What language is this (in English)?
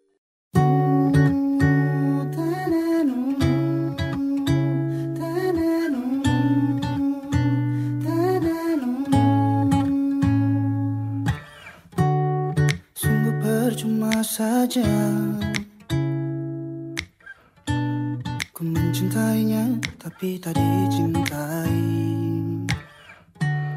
Indonesian